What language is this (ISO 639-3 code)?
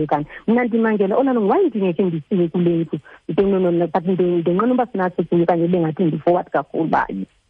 xho